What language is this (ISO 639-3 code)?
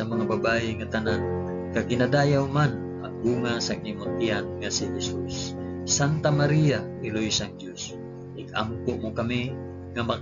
hil